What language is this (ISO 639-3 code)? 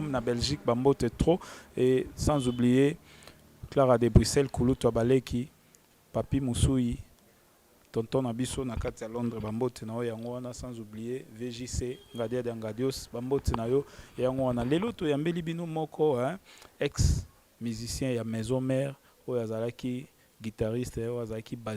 lin